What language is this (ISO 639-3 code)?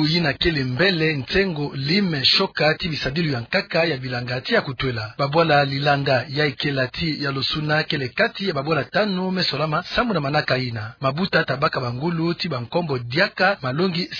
ktu